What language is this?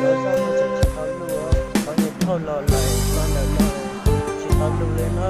Hmong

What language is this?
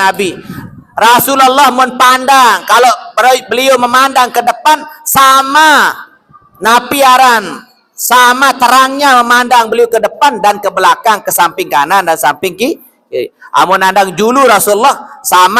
Sasak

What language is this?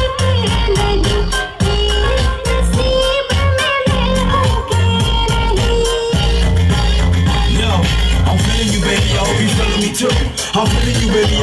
Turkish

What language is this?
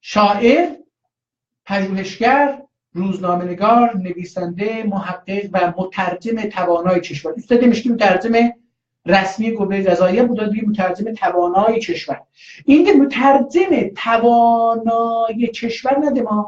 South Azerbaijani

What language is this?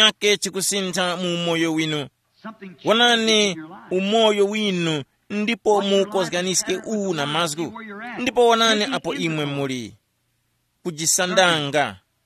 Tumbuka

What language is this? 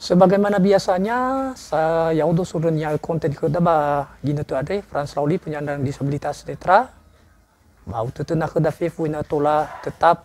Nias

